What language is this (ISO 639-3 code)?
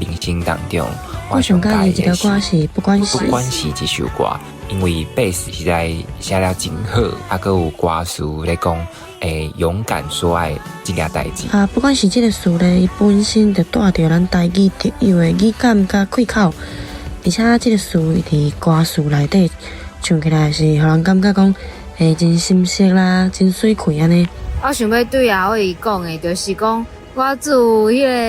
nan